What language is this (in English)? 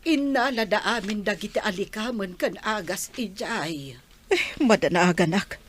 Iloko